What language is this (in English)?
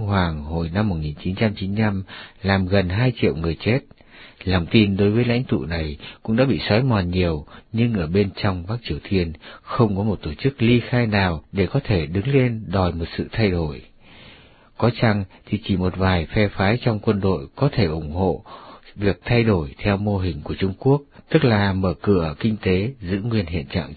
Vietnamese